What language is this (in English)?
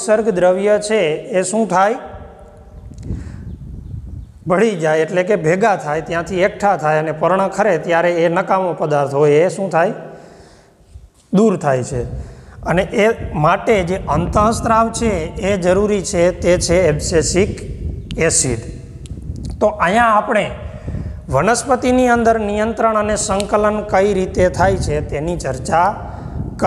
Gujarati